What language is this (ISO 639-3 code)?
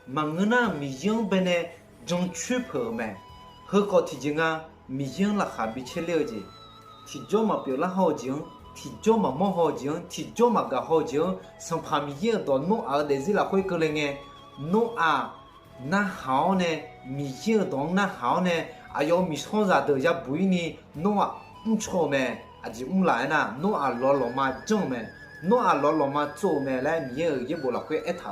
ahk